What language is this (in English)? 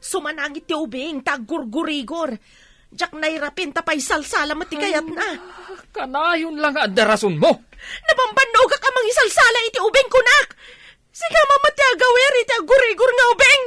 Iloko